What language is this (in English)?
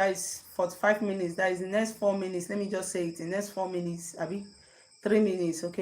Igbo